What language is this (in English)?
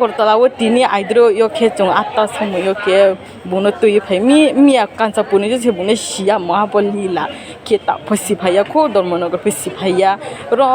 Riang (India)